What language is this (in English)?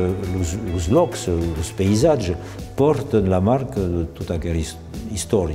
Occitan